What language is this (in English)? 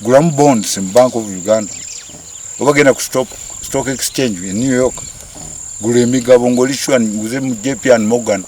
Ganda